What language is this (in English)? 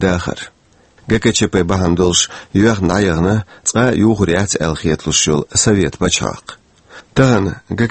Chechen